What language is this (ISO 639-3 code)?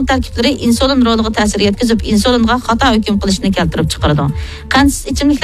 uig